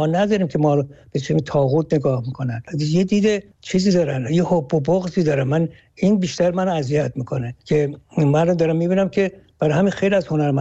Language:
Persian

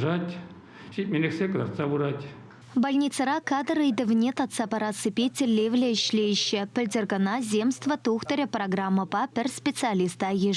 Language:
Chuvash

